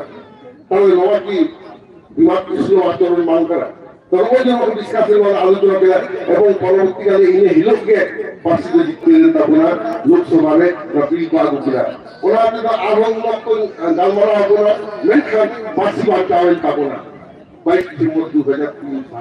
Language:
Santali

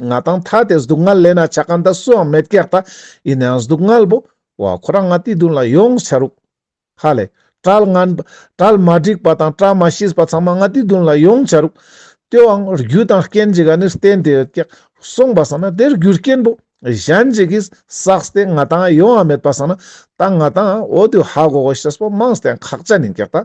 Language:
Ladakhi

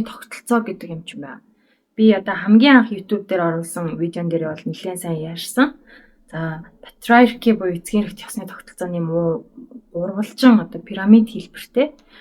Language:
Mongolian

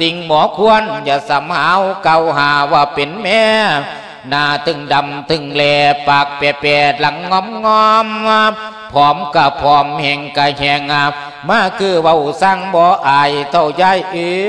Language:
Lao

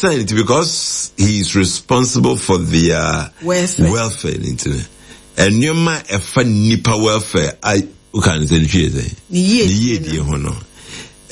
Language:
Akan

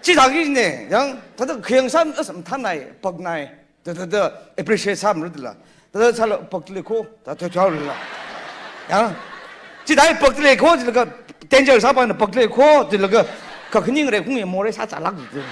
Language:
Tangkhul Naga (India)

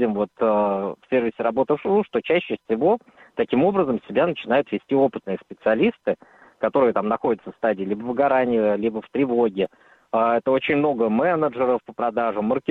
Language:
Russian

